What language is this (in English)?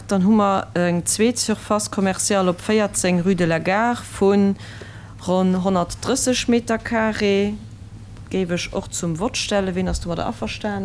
Luxembourgish